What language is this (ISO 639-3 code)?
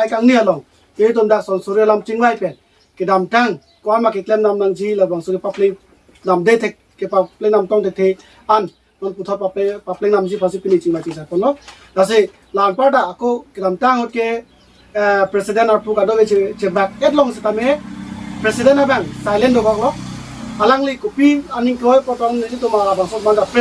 mjw